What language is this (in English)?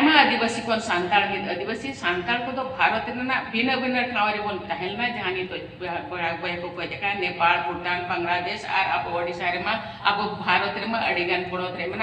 Santali